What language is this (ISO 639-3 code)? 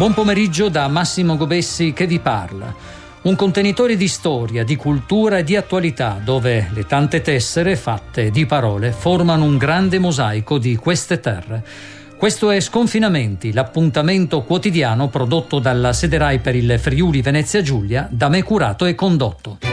ita